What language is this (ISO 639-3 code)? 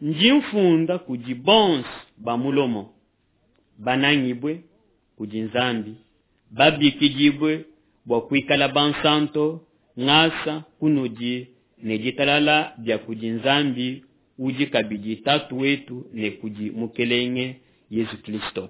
lua